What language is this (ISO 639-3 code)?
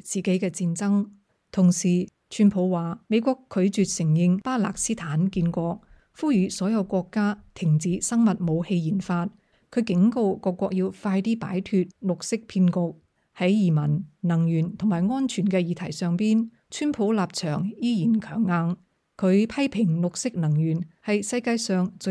yue